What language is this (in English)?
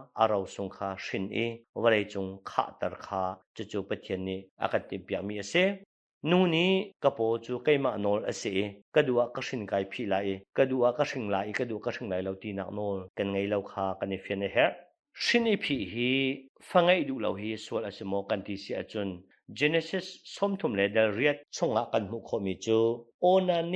Hakha Chin